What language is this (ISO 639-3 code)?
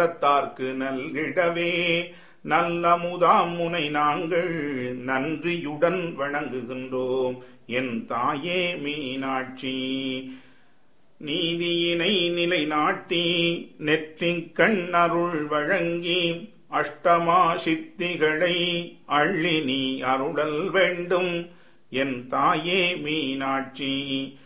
tam